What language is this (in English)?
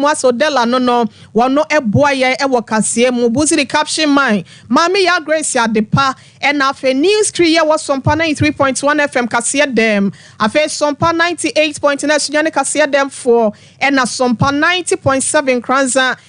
Akan